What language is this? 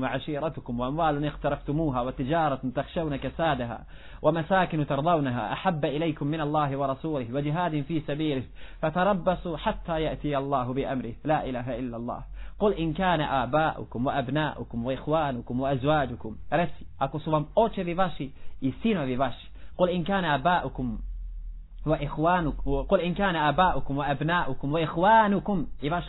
Bosnian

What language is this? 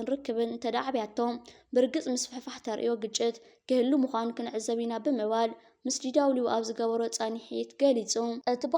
Tigrinya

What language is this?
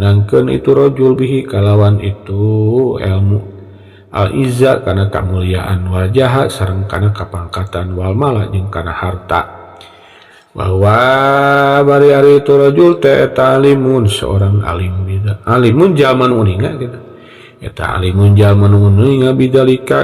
Sundanese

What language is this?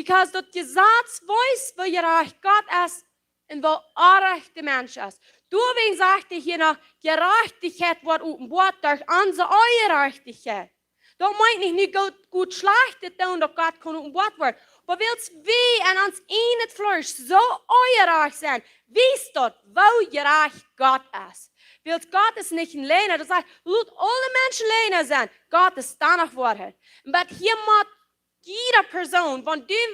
Plautdietsch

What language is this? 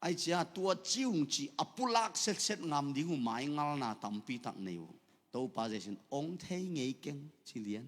Tedim Chin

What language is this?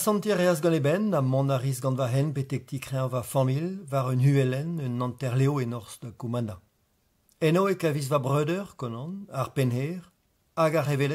Breton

